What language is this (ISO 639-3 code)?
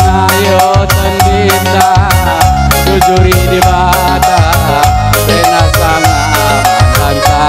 btx